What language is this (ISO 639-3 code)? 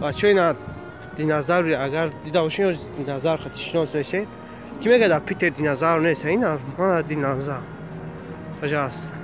tgk